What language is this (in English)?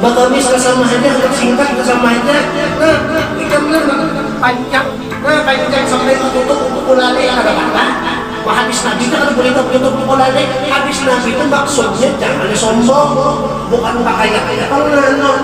Banjar